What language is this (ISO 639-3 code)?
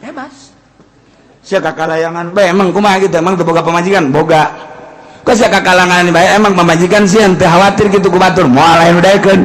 sun